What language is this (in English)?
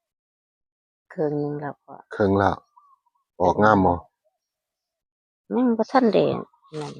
Northeastern Thai